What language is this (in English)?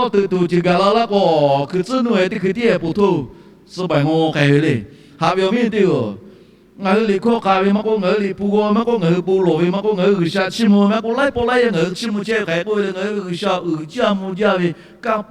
Lahu